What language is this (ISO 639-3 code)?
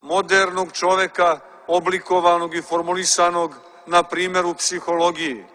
srp